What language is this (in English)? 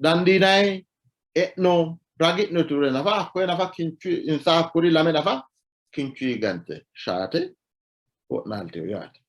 Sidamo